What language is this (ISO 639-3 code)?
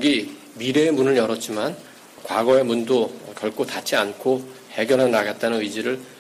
kor